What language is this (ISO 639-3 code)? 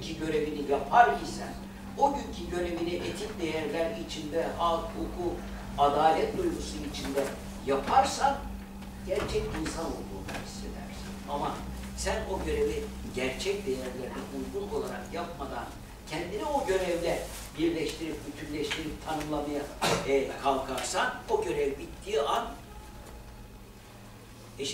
tur